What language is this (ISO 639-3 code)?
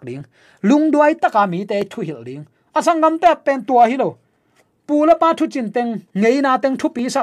ctd